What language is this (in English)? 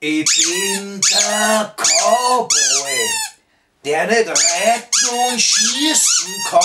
Bavarian